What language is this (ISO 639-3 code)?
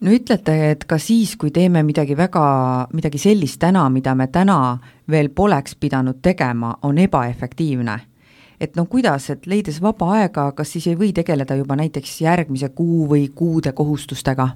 est